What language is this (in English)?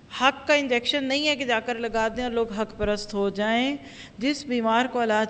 Urdu